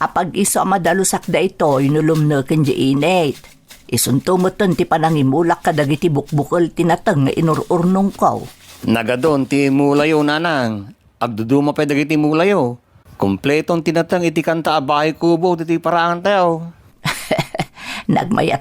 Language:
Iloko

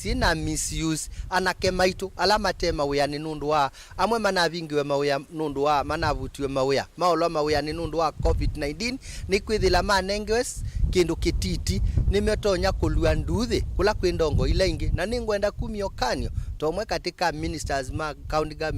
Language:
Kamba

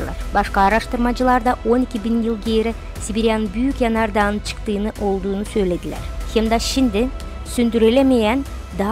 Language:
Gagauz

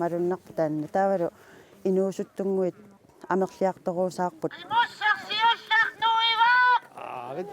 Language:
Kalaallisut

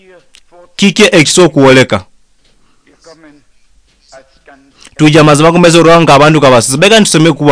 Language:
Nyoro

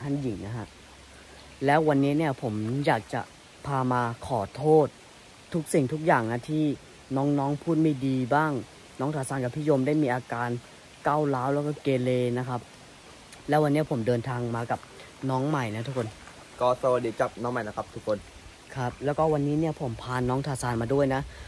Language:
Thai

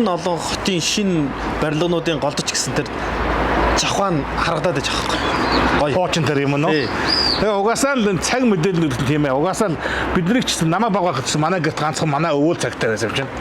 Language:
Mongolian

